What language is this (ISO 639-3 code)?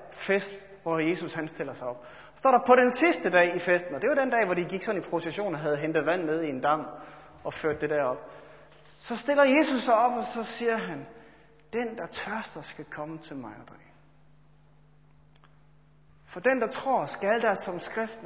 dan